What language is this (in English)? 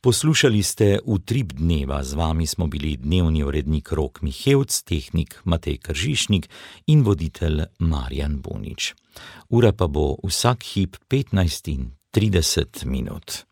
Slovenian